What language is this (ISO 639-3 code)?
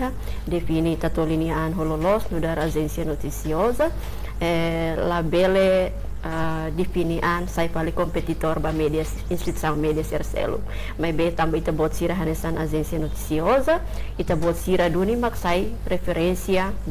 tet